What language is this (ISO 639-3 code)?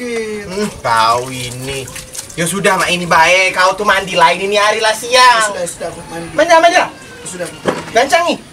mui